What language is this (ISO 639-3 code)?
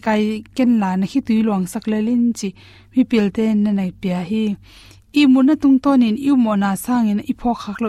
ctd